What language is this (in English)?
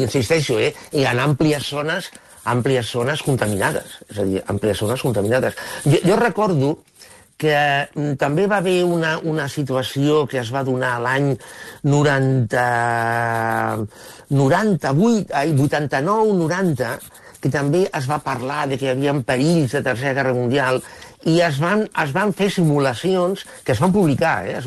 Catalan